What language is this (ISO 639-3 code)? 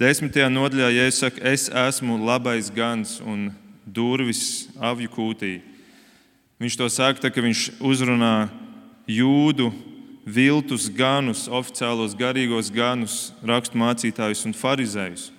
lav